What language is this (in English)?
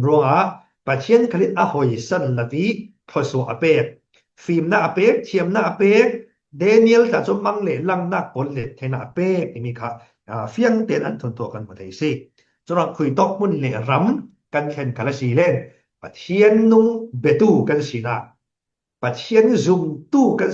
Falam Chin